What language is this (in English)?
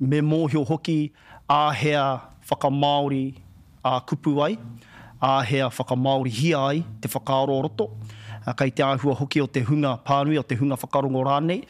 Māori